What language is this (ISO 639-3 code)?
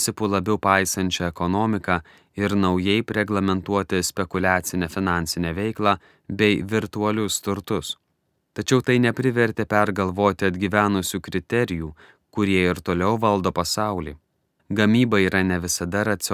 lit